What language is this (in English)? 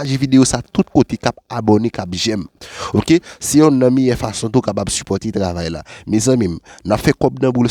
Haitian Creole